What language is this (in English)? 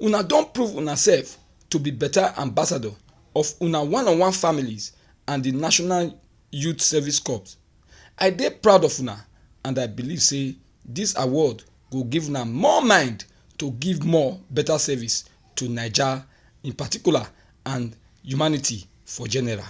Nigerian Pidgin